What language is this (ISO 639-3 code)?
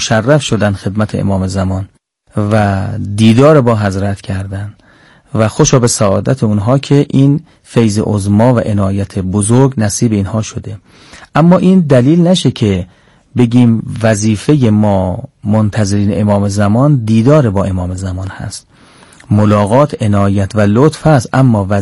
fas